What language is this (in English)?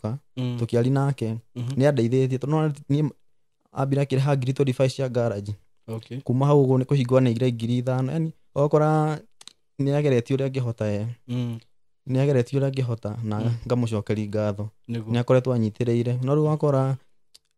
Kikuyu